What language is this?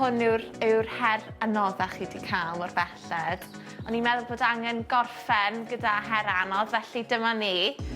Welsh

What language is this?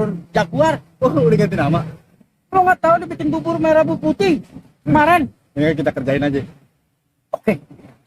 Betawi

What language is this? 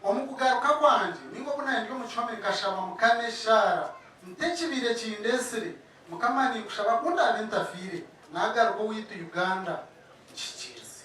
Nyankole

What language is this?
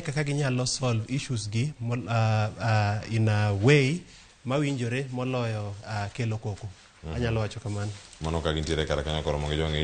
Luo (Kenya and Tanzania)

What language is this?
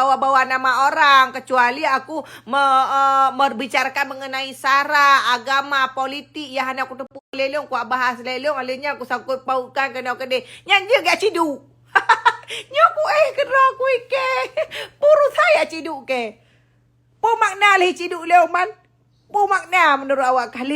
Achinese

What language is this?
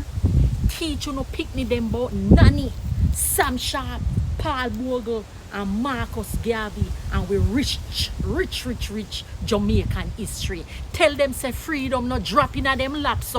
Jamaican Creole English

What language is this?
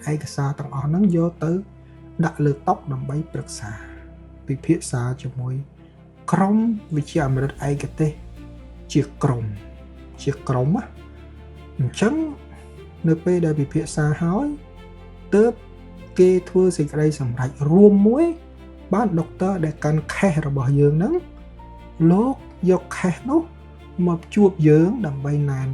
Khmer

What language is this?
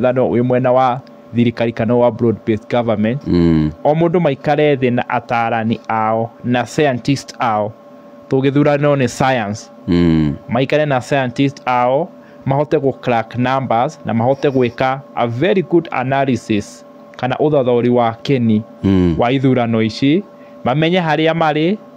Kikuyu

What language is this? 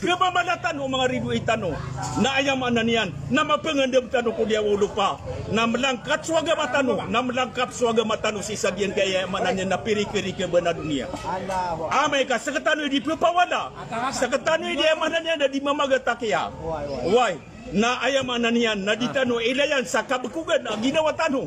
Maranao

